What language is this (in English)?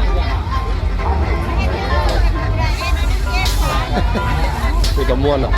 Lao